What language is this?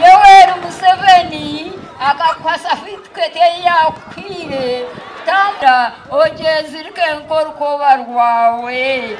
Nyankole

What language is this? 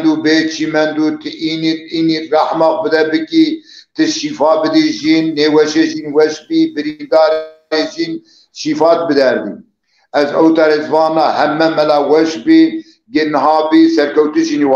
Zaza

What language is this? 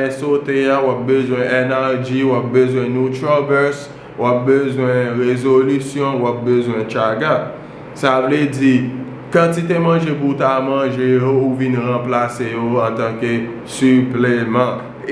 Haitian Creole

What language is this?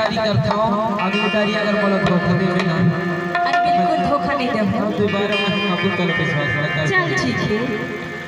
Chhattisgarhi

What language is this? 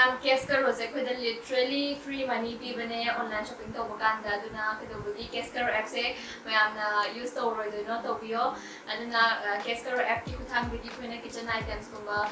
Manipuri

